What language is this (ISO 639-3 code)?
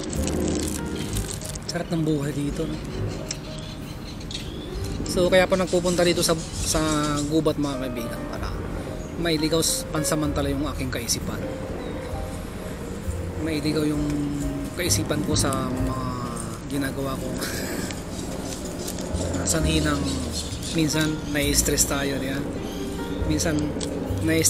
fil